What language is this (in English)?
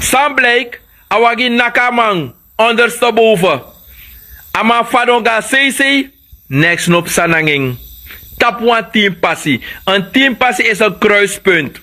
Sranan Tongo